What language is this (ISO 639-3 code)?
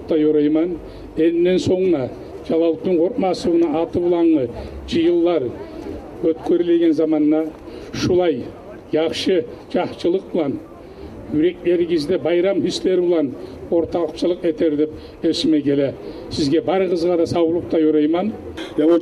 kum